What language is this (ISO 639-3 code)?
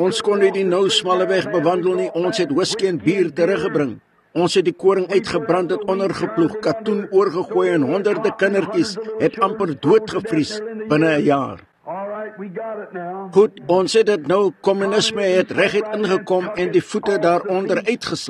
afr